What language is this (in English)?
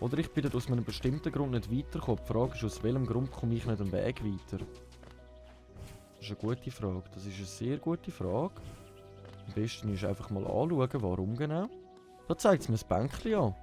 Swiss German